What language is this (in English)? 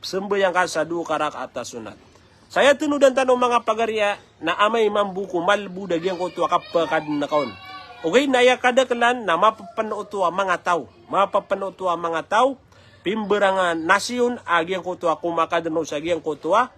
Maranao